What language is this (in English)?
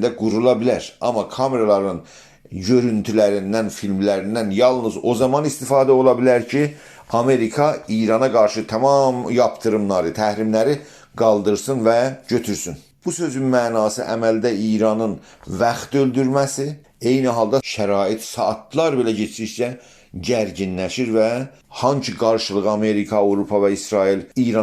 South Azerbaijani